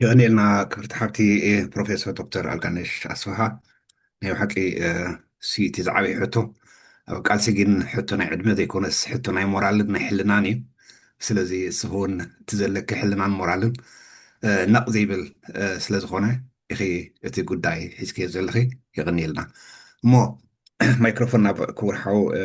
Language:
Tigrinya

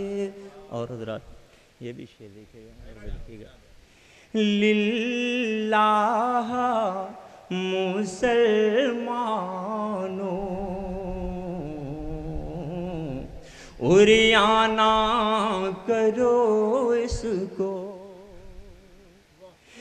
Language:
Urdu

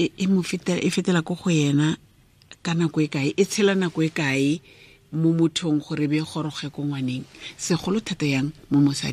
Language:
Tswana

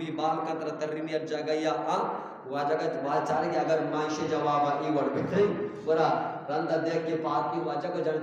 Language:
Eastern Balochi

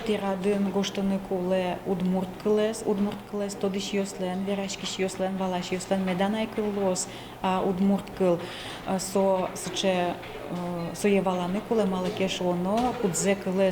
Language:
Udmurt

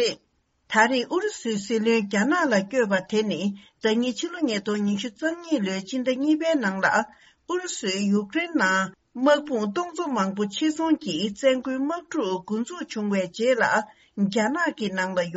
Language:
Tibetan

